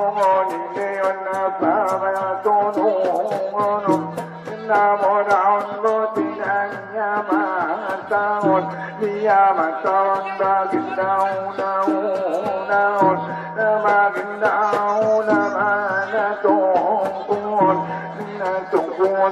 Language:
Batak Angkola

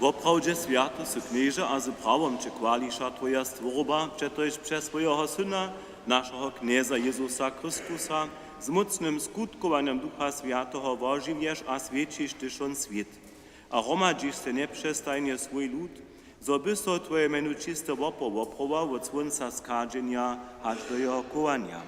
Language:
Upper Sorbian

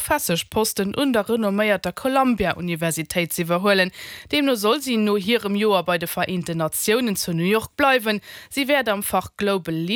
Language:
Luxembourgish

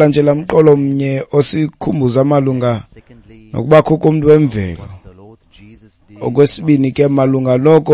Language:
Xhosa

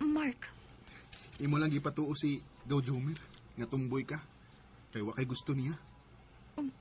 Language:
Cebuano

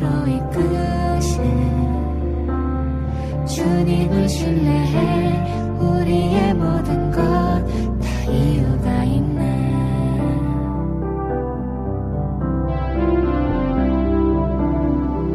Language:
Korean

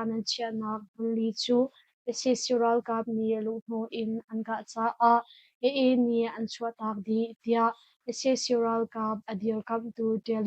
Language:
Hakha Chin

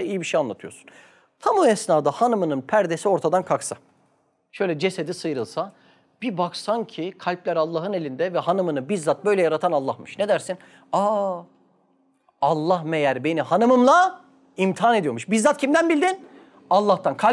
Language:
Turkish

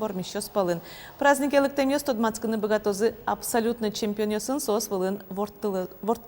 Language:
Udmurt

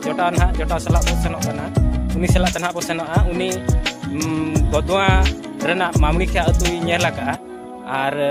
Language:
Santali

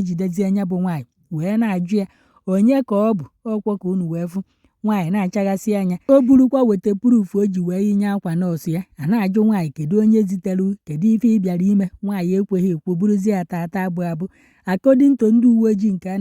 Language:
Igbo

